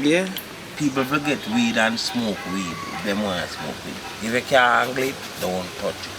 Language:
Jamaican Creole English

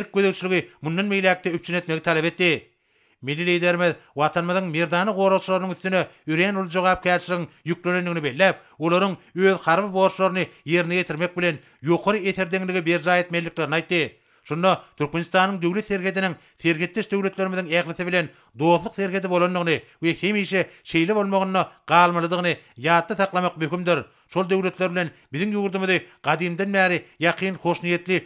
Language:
Turkmen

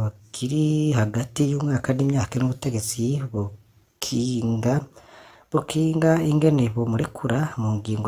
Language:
Rundi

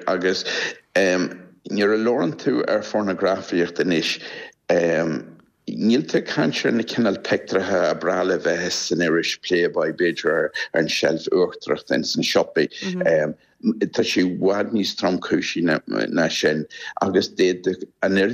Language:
Irish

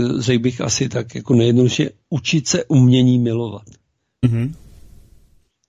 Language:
Czech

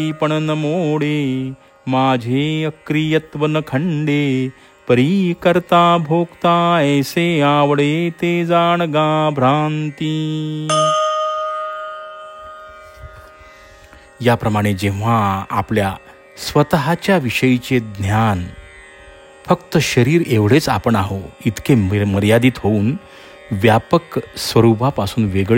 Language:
Marathi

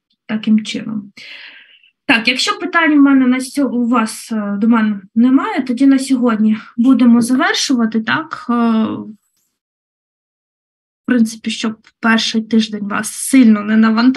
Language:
Ukrainian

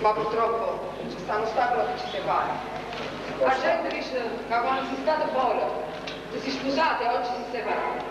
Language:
Neapolitan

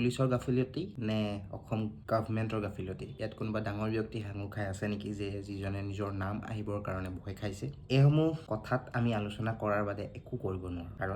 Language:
Assamese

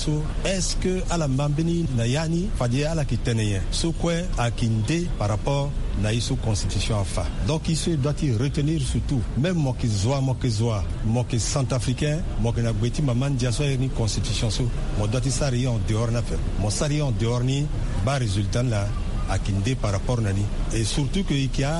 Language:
Sango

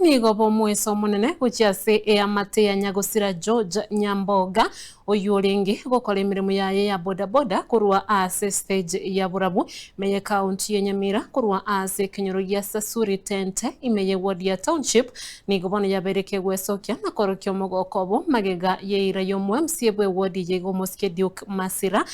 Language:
Gusii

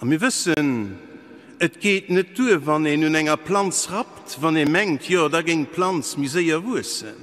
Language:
Luxembourgish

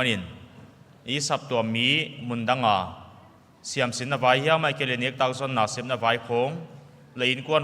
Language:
Paite Chin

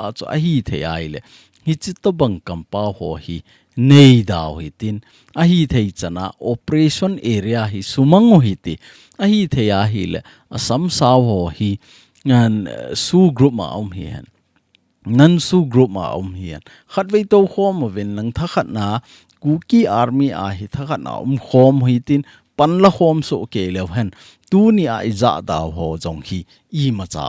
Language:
Thado Chin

